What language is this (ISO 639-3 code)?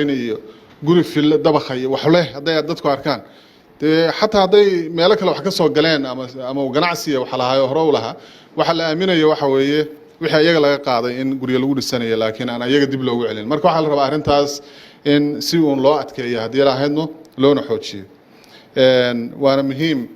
som